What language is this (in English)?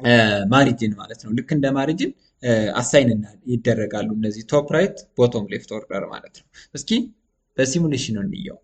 Amharic